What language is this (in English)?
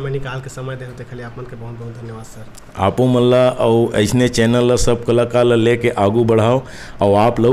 Chhattisgarhi